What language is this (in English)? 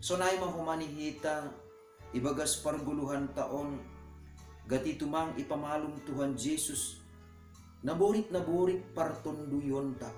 Batak Simalungun